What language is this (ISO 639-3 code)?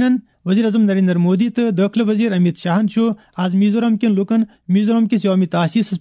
kas